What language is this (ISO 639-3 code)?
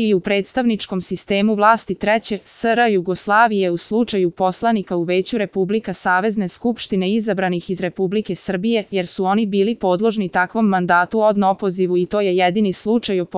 srp